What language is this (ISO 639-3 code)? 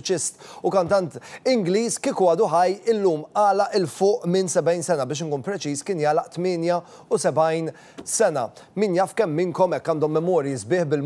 mlt